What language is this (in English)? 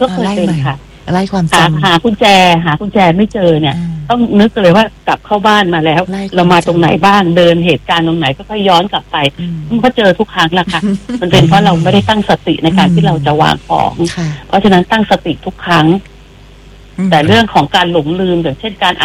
Thai